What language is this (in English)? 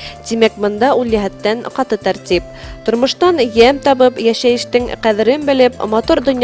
Bashkir